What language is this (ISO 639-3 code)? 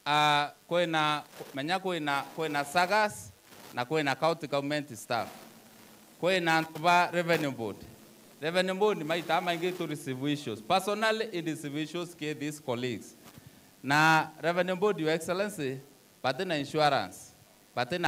mer